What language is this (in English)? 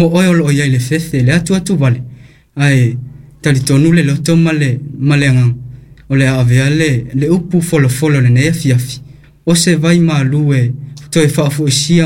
Samoan